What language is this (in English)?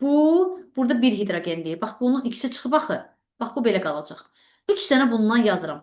Azerbaijani